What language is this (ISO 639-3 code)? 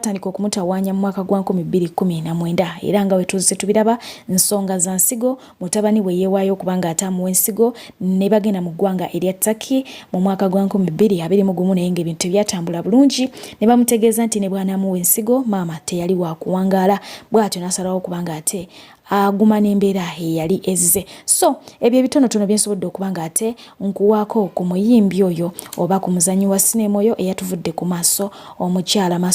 lug